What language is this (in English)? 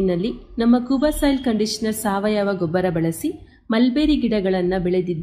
Kannada